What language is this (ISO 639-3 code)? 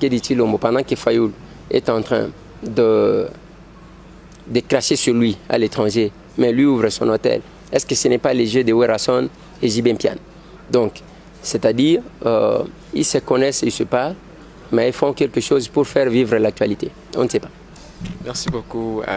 fra